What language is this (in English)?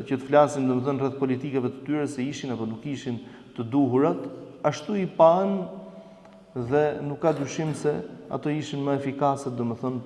Albanian